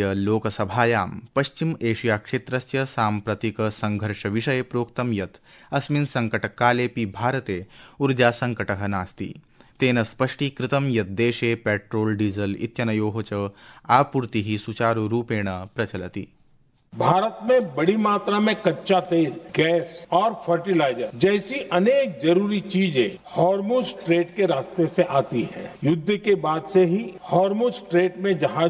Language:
Sanskrit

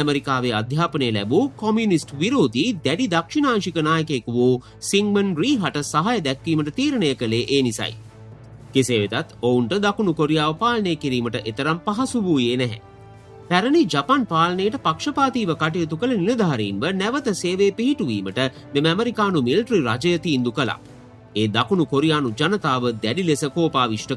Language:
Sinhala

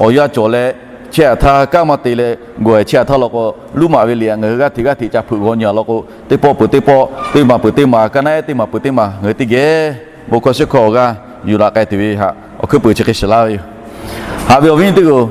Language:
Lahu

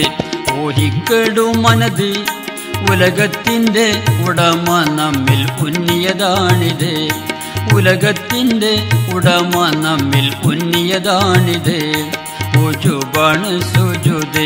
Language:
Malayalam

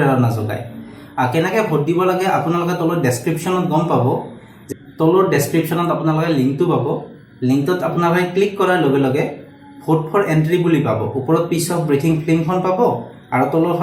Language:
Assamese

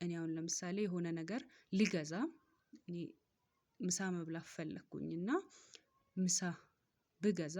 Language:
Amharic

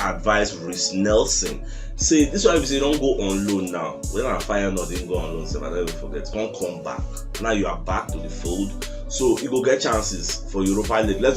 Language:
Nigerian Pidgin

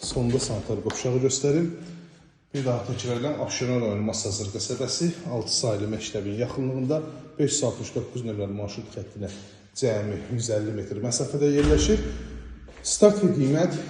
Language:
Azerbaijani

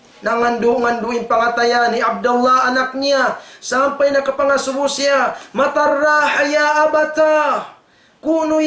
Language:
Tausug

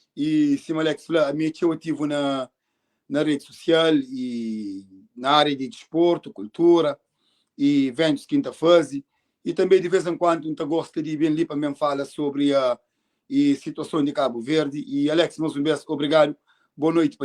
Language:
Kabuverdianu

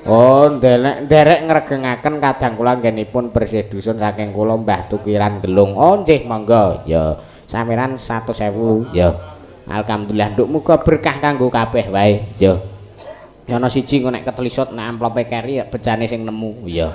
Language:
Javanese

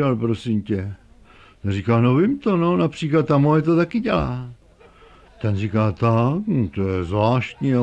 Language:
Czech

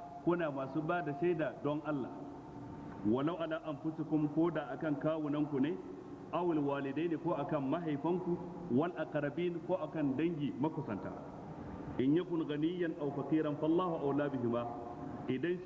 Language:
Hausa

